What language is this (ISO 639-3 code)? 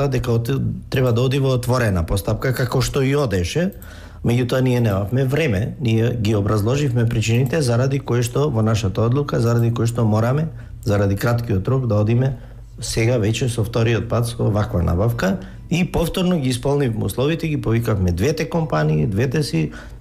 mkd